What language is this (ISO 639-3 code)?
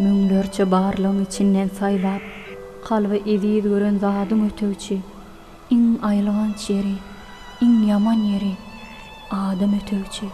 tuk